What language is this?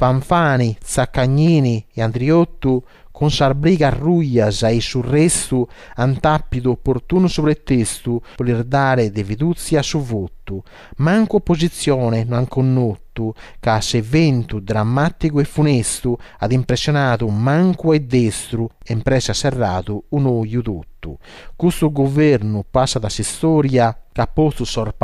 Sardinian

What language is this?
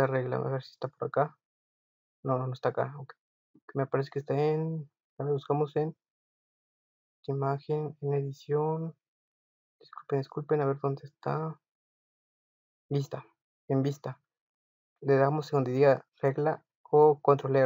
Spanish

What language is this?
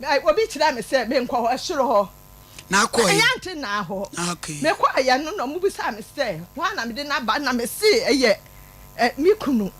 Akan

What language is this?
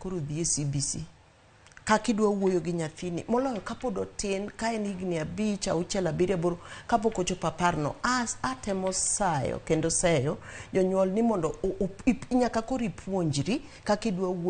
Luo (Kenya and Tanzania)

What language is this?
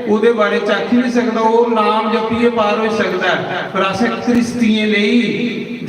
Dogri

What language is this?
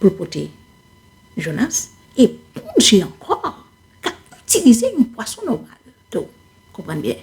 Haitian Creole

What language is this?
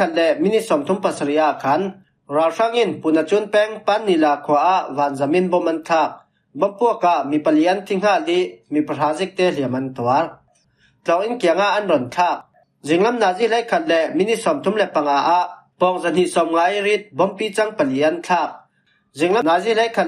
Falam Chin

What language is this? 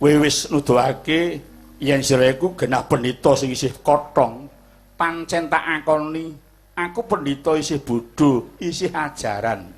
Javanese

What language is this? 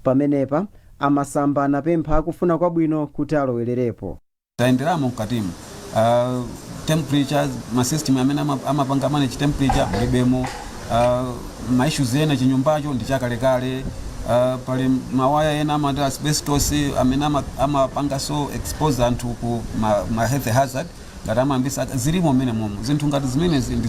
Nyanja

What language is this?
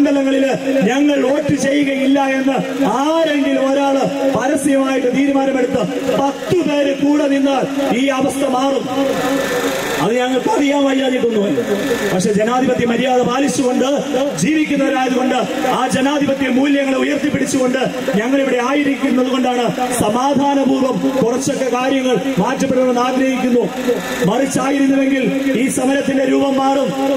Malayalam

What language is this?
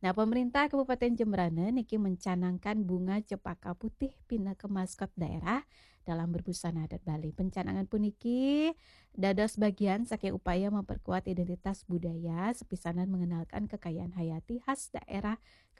Balinese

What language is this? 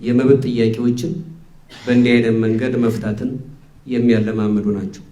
Amharic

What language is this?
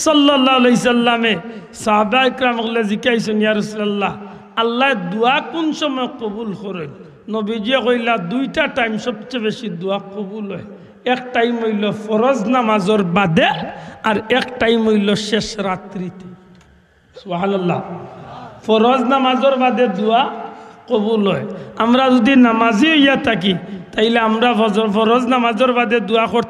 Sylheti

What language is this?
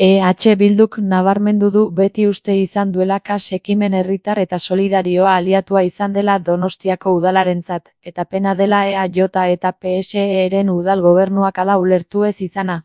Basque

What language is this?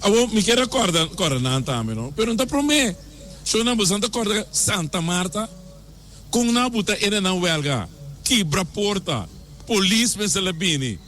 Papiamento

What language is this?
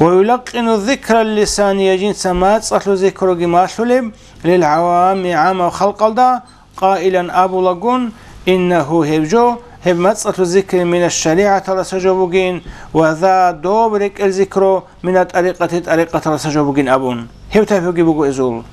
Avaric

